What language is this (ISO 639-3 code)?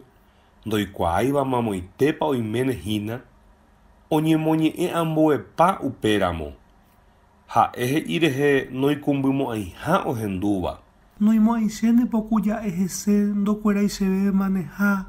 grn